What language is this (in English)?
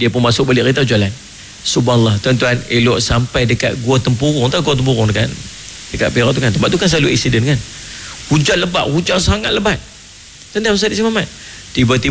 Malay